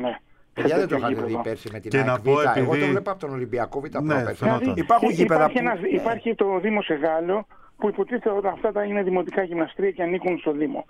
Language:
Greek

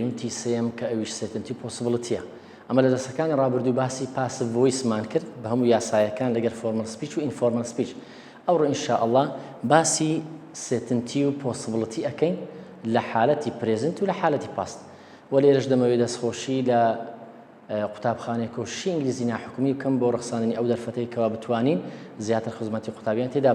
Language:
Central Kurdish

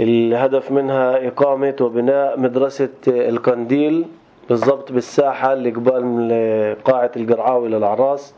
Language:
North Levantine Arabic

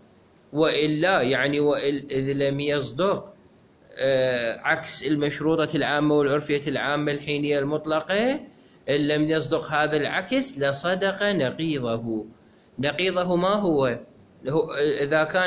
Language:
Mesopotamian Arabic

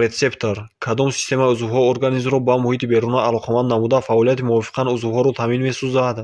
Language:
Tajik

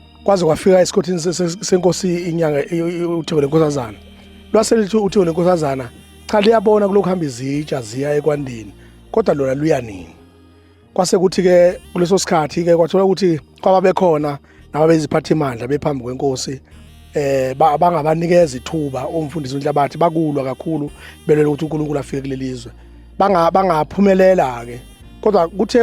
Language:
Zulu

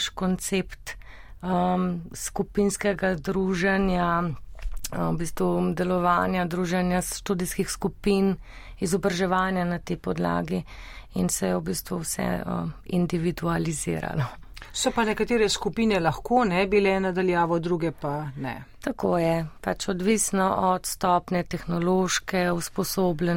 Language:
Slovenian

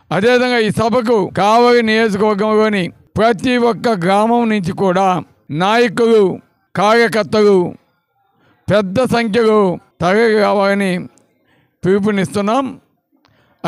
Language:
Telugu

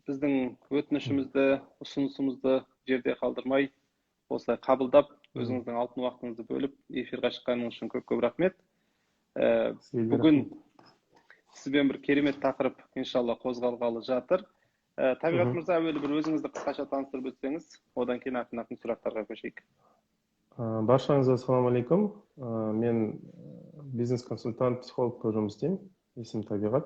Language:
Kazakh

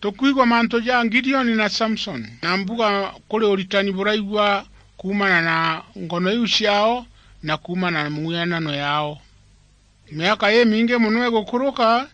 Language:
Meru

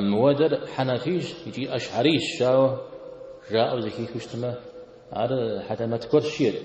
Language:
Kabardian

